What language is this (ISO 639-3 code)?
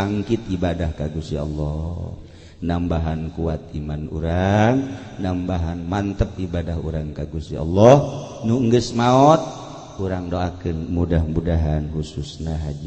sun